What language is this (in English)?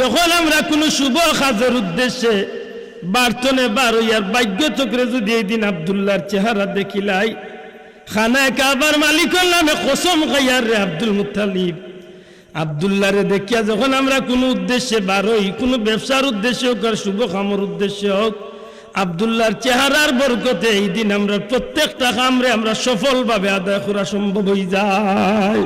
Sylheti